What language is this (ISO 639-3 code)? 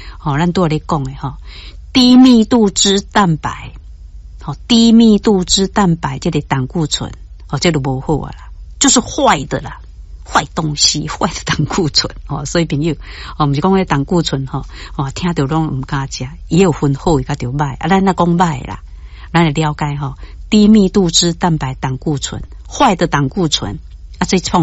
nan